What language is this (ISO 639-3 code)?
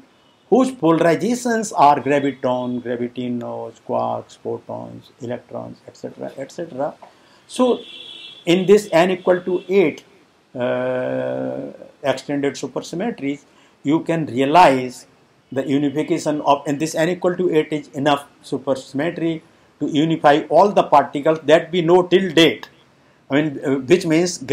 eng